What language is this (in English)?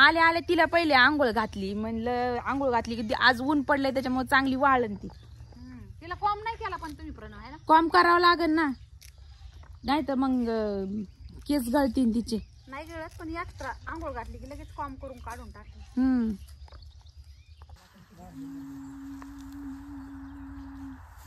Marathi